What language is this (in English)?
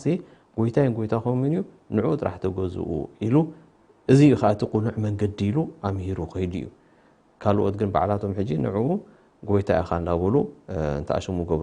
Tigrinya